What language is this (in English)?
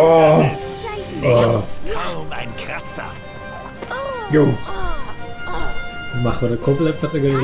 Swiss German